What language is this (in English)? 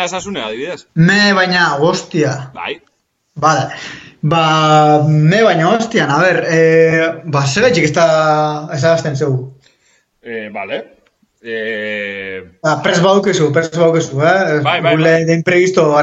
Basque